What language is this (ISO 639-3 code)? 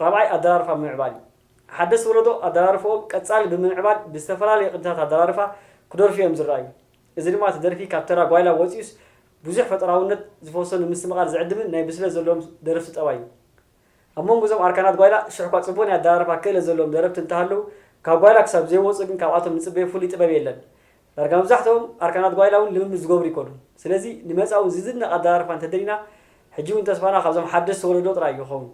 tir